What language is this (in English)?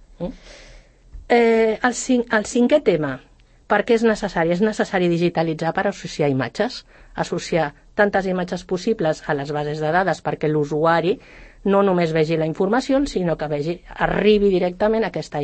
Catalan